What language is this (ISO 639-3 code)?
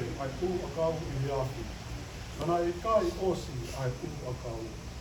ton